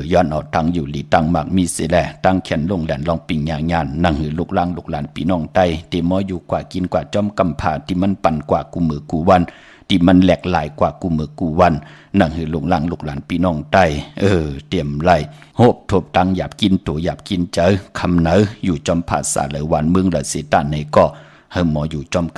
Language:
Shan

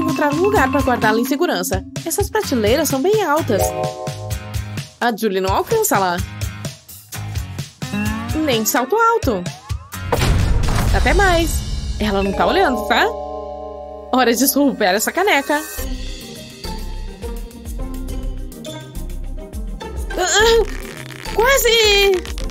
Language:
Portuguese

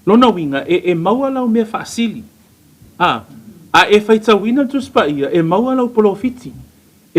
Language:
Samoan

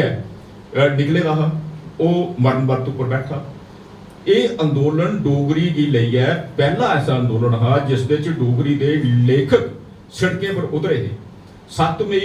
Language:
Dogri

